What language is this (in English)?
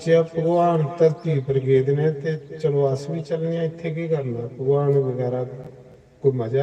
Dogri